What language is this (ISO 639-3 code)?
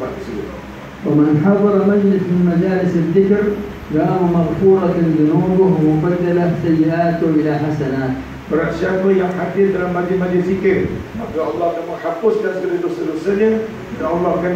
msa